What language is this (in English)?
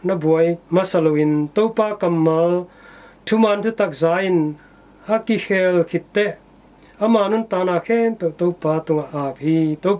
Tedim Chin